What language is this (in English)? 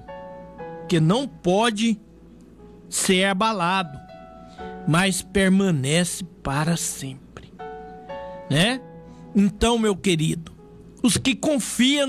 Portuguese